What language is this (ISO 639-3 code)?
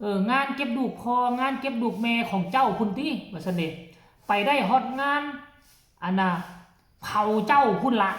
tts